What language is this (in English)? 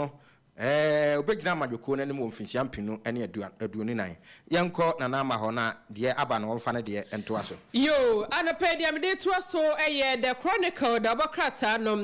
Akan